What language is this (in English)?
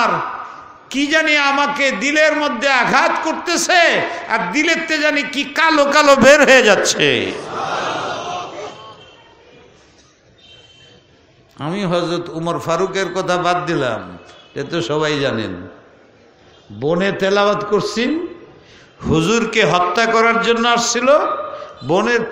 Bangla